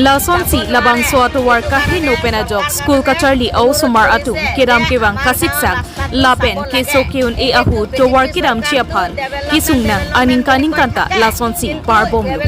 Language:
Karbi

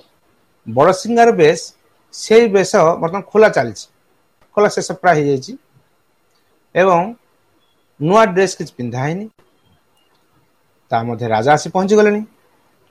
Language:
Odia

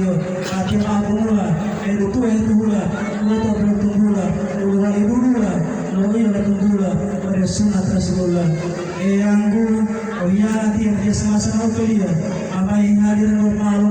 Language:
Gorontalo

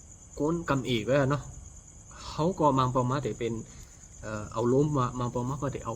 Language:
Shan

